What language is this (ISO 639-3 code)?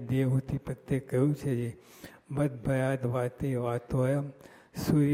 guj